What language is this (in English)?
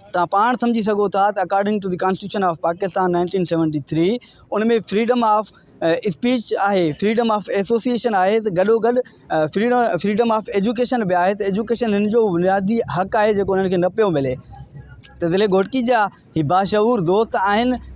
Sindhi